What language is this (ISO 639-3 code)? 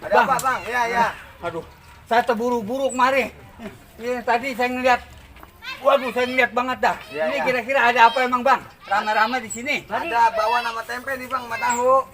bew